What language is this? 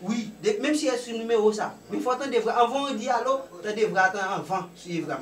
Haitian Creole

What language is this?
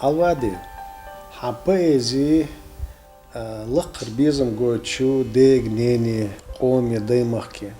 Chechen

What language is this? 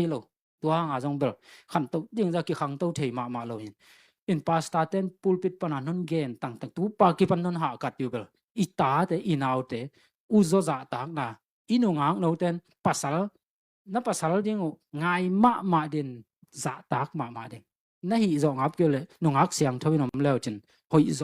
Tedim Chin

